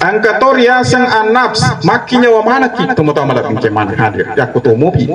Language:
Buginese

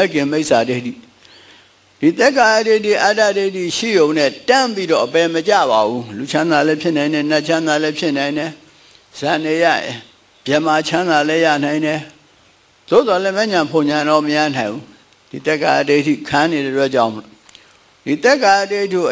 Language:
Burmese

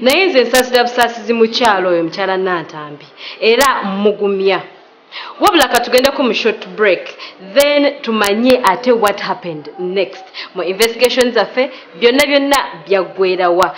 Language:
Ganda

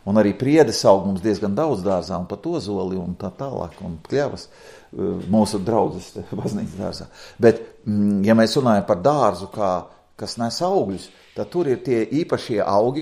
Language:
Latvian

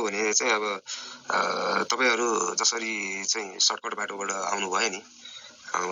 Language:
Nepali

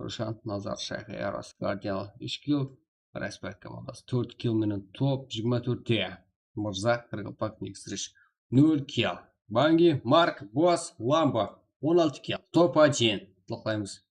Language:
Kara-Kalpak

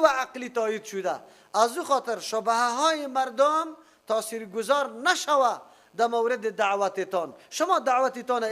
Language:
Persian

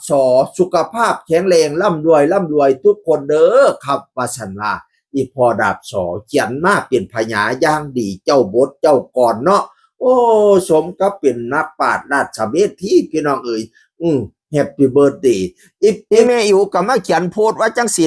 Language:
Northeastern Thai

